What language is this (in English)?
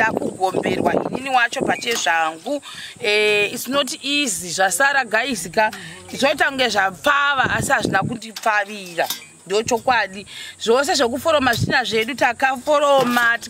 Shona